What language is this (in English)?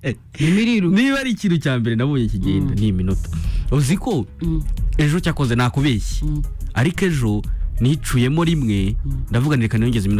Kinyarwanda